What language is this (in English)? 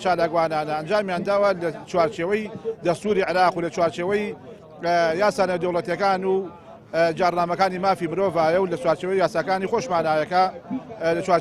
Central Kurdish